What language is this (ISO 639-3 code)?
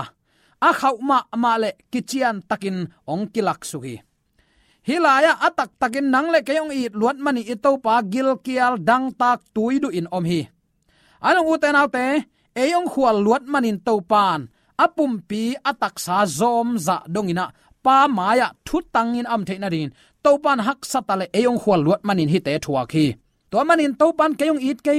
ctd